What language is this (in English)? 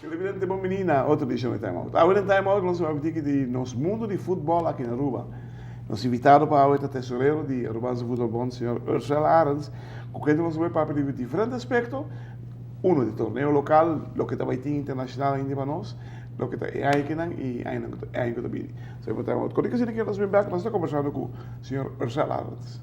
Papiamento